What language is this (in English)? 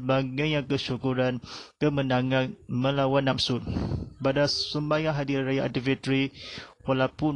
Malay